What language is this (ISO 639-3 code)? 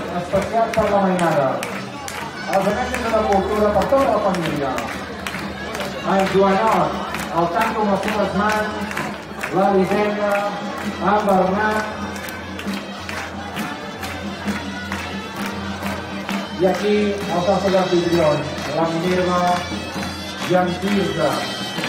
cat